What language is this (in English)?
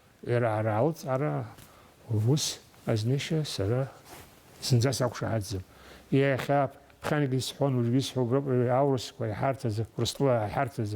Abkhazian